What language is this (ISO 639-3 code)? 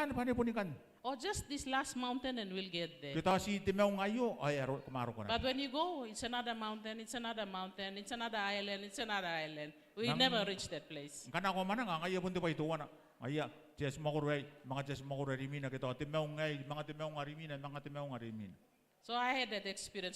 gil